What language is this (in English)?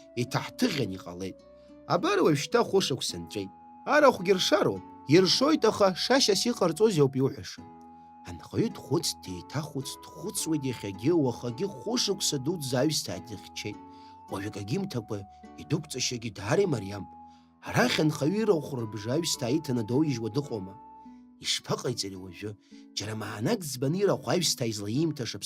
Abkhazian